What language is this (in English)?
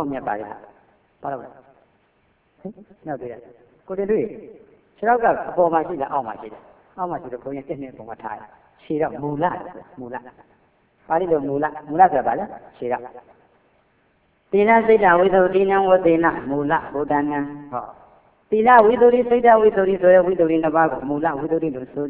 Burmese